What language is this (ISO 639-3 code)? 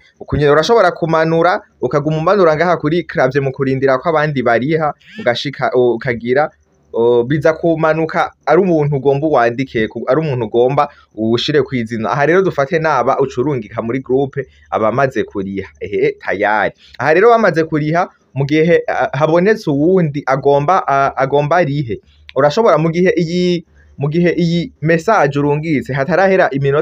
run